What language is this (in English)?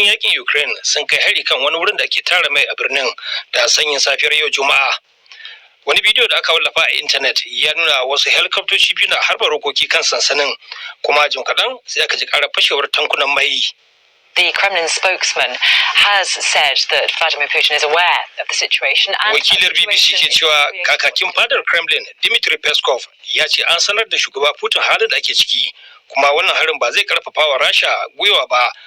Hausa